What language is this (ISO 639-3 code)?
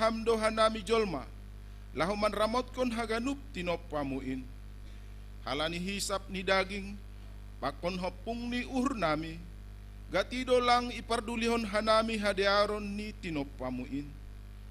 bts